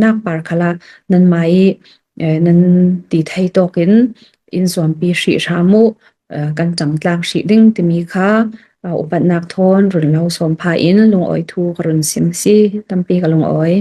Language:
Hakha Chin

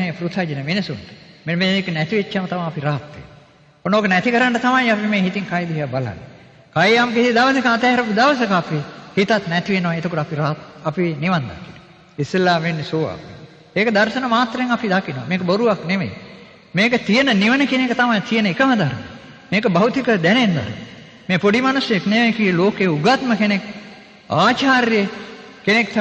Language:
Sinhala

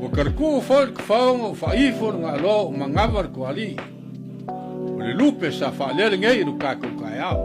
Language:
Samoan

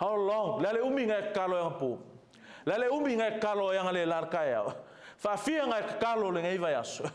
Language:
Samoan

